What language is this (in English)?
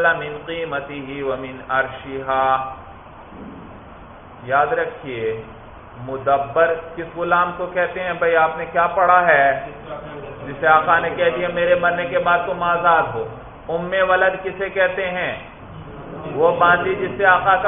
Urdu